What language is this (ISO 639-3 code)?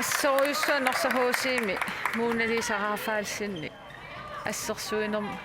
kal